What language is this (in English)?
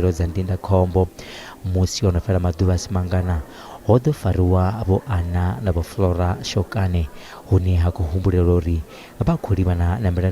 Venda